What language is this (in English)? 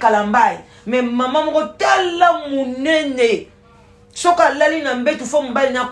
Lingala